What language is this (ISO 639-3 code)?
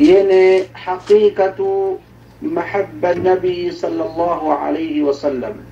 yka